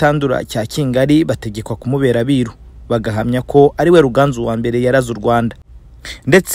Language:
Kinyarwanda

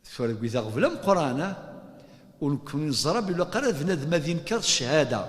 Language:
Kabyle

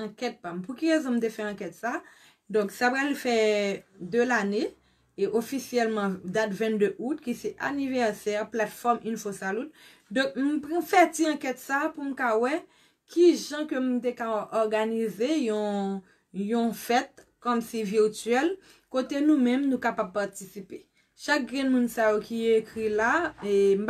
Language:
Haitian Creole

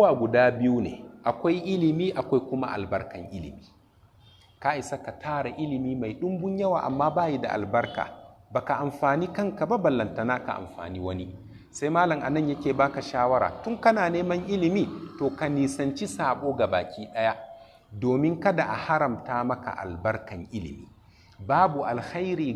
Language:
Hausa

